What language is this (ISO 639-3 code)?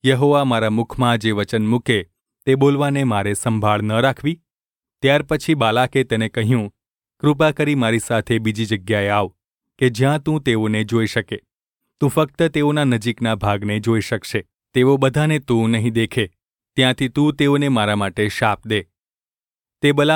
guj